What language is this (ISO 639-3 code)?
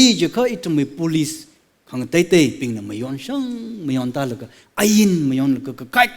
nmf